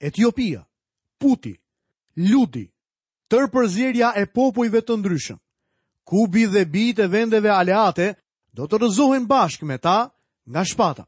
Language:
Albanian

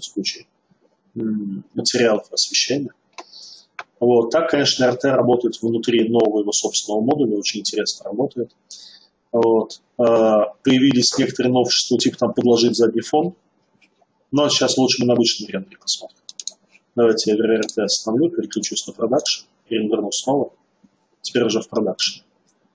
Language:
Russian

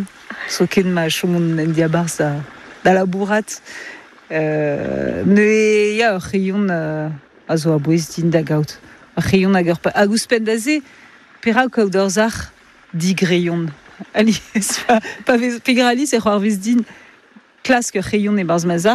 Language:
Breton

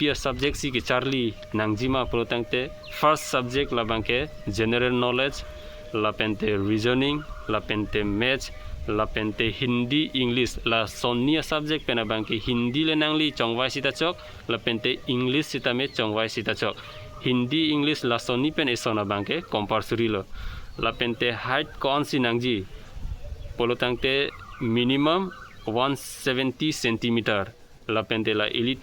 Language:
Karbi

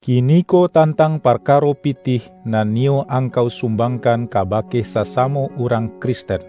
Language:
Minangkabau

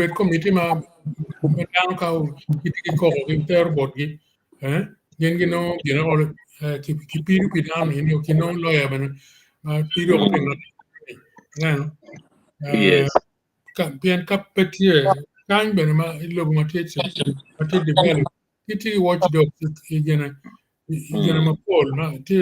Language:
Acoli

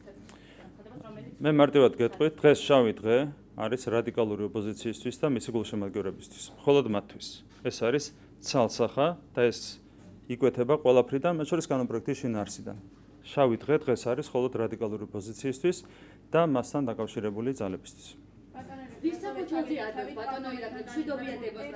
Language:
Georgian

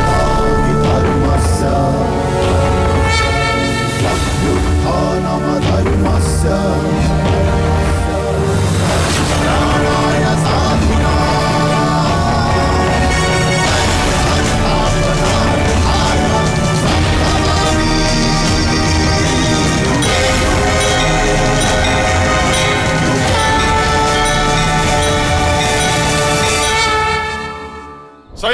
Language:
Kannada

